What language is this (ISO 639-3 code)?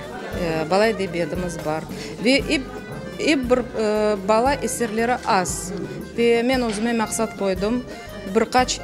crh